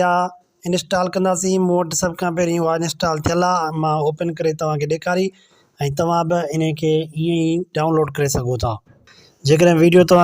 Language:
Sindhi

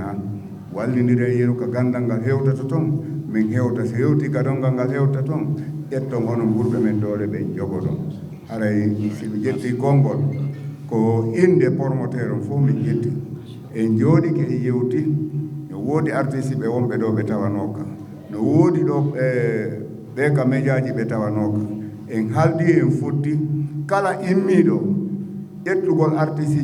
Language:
Fula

